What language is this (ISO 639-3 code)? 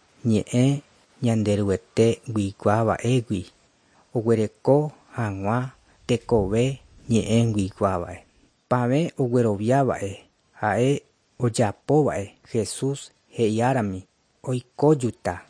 grn